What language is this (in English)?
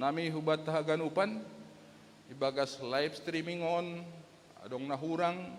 Batak Simalungun